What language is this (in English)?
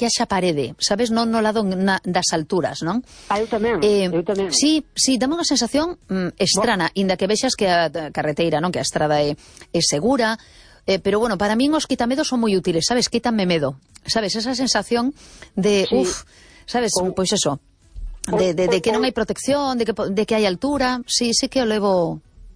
Galician